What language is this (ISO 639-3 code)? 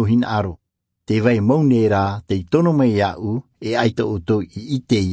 tah